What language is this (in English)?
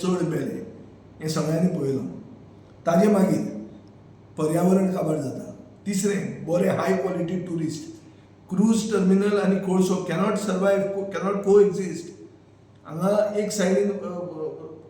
Konkani